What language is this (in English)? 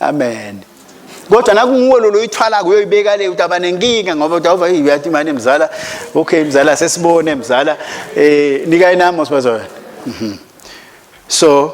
Swati